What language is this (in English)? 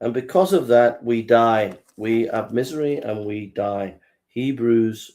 English